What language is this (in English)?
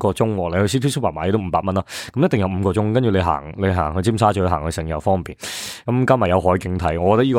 Cantonese